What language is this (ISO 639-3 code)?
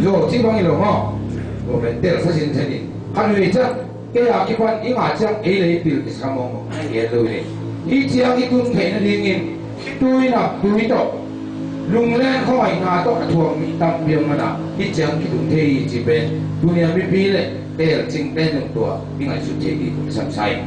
ctd